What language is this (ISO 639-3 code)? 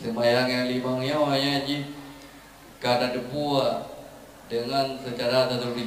ace